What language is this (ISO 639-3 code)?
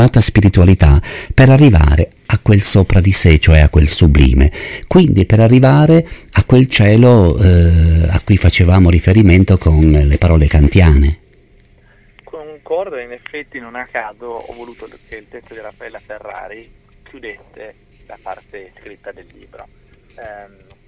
ita